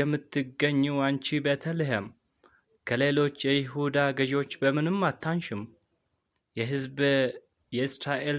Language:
Amharic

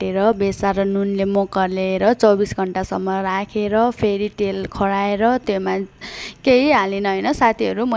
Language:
Nepali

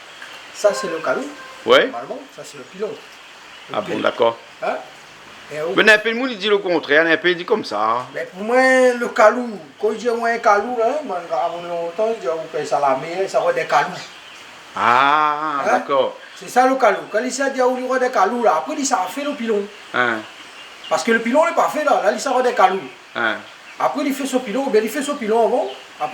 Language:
Réunion Creole French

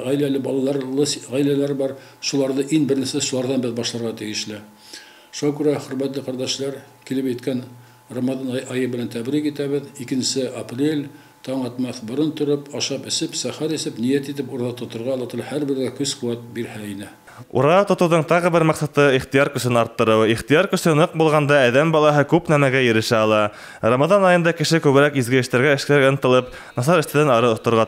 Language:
Bashkir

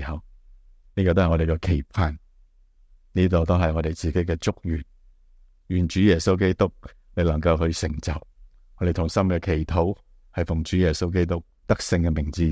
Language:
Cantonese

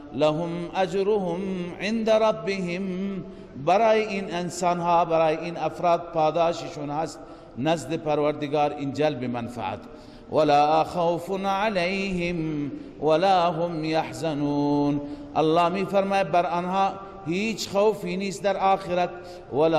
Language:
Persian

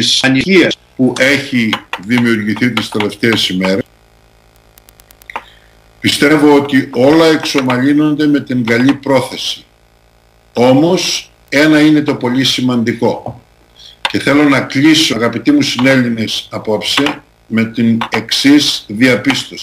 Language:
Greek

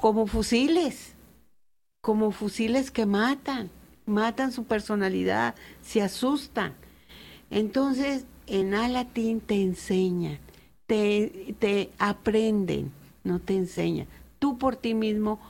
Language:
Spanish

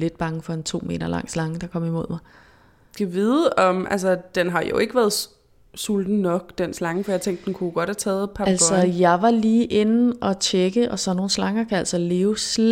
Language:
Danish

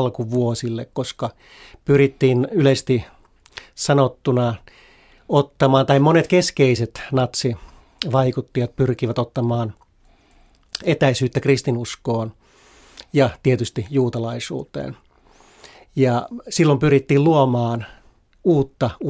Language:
Finnish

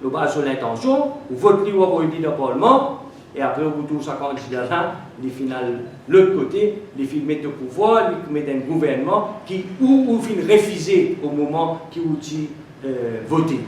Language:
Morisyen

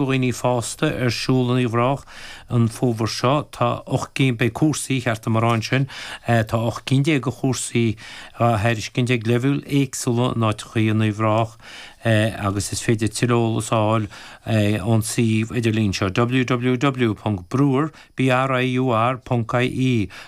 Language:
Irish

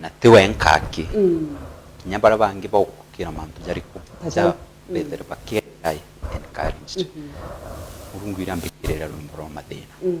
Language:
Meru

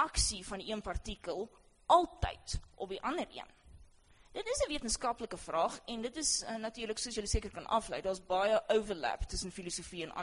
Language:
Afrikaans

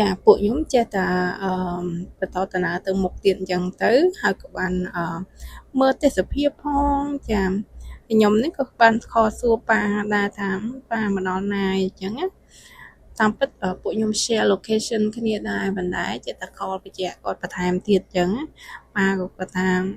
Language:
Khmer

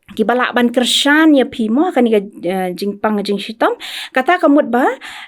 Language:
Khasi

